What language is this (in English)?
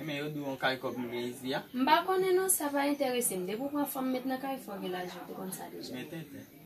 Haitian Creole